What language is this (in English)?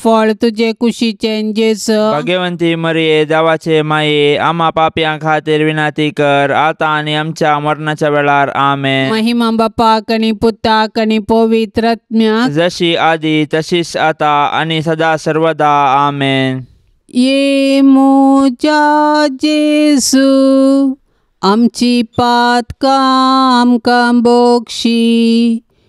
Konkani